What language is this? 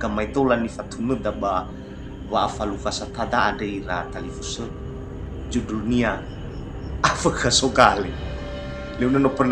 Nias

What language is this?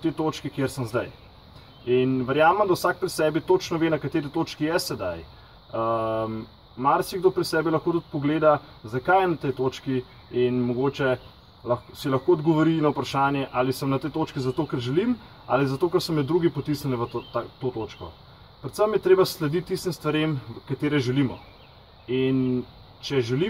Slovenian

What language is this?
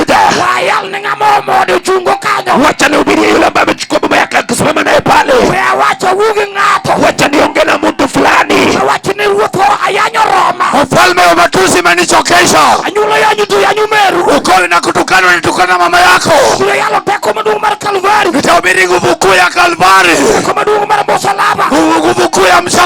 Luo (Kenya and Tanzania)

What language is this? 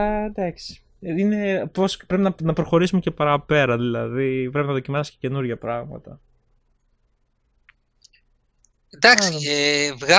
Greek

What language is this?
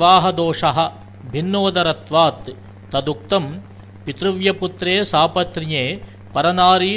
Sanskrit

